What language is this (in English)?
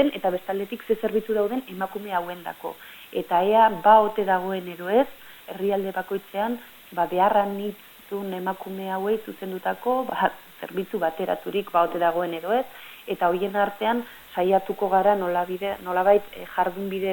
Basque